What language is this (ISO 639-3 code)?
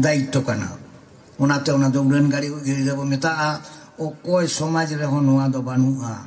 sat